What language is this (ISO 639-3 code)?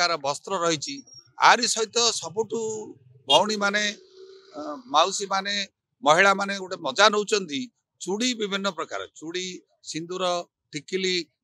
ori